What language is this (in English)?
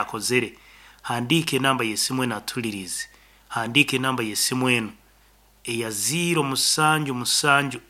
Nyankole